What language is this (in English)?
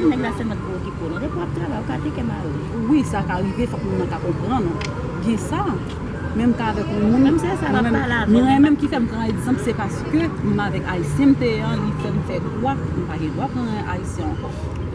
Haitian Creole